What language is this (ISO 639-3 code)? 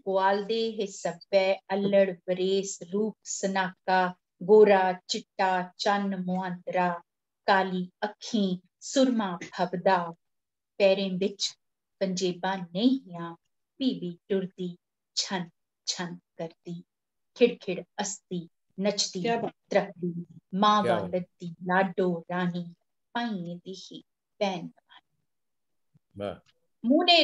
doi